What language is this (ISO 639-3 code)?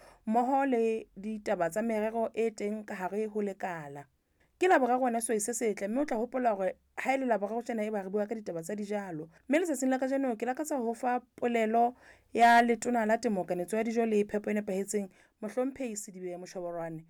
sot